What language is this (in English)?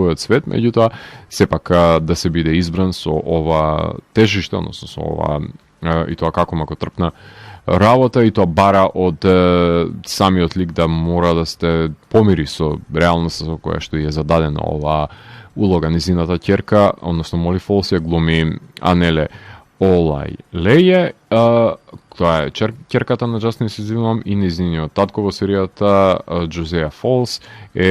Macedonian